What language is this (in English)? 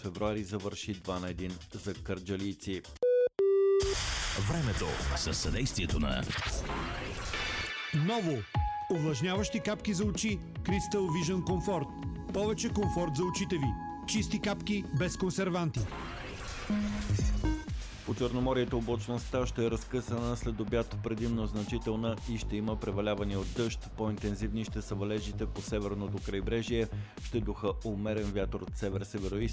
Bulgarian